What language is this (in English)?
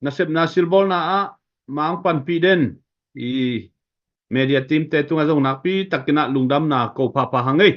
Tedim Chin